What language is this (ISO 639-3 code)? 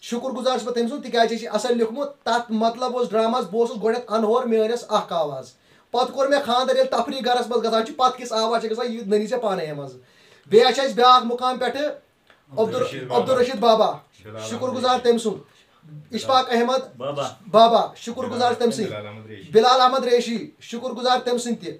kas